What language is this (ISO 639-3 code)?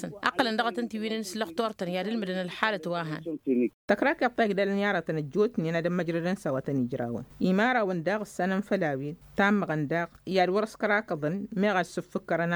taq